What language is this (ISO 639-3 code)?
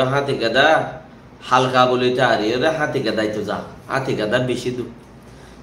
rhg